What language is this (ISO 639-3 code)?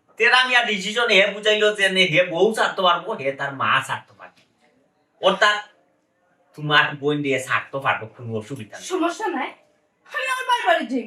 syl